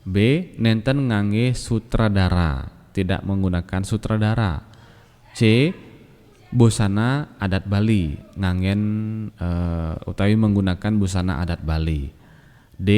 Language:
Balinese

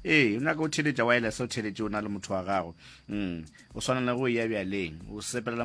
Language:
Northern Sotho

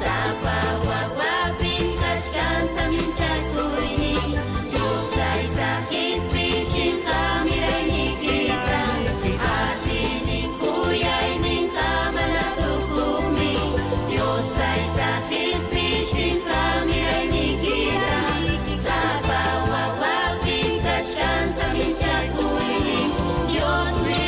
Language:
Ayacucho Quechua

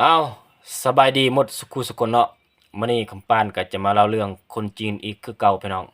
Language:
Lao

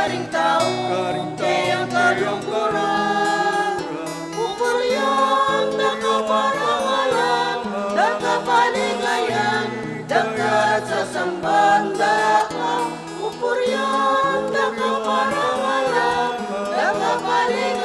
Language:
Pampanga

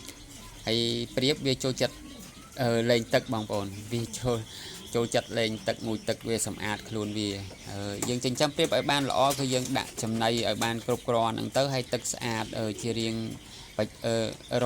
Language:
Khmer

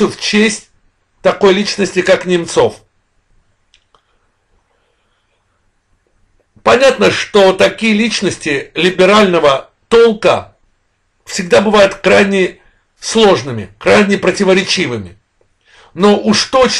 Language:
Russian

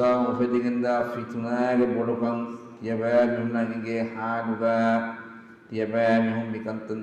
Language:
Divehi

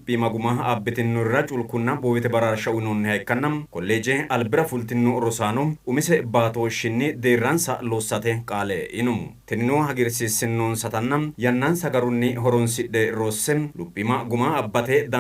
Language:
Sidamo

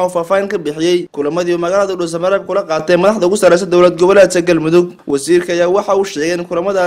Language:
Somali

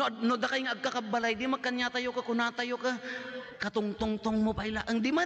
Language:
Iloko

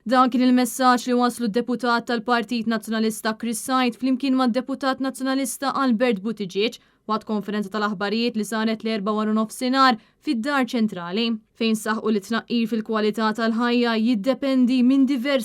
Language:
Maltese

